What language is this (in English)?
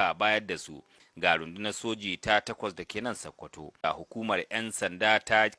Hausa